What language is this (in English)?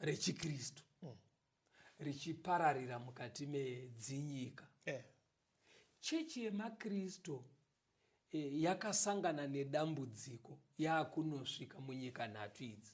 Shona